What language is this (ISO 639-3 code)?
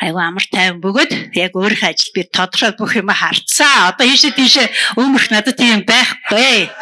mon